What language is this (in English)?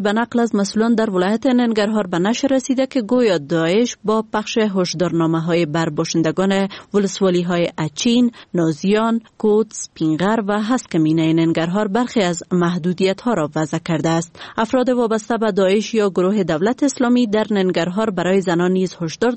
Persian